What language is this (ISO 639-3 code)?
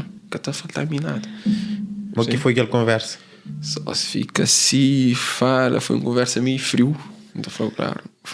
kea